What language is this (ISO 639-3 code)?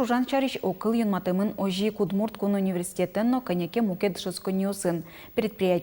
udm